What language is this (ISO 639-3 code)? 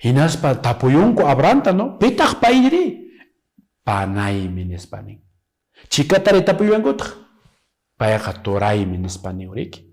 que